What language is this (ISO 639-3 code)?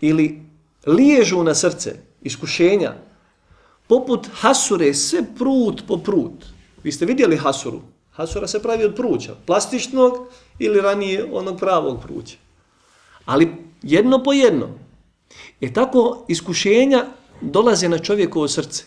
bos